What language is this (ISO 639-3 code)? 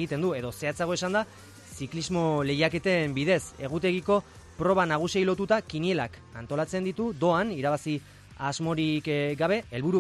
eus